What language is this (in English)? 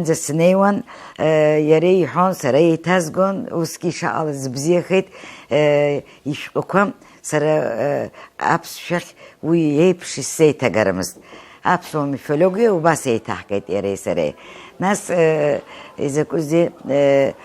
Abkhazian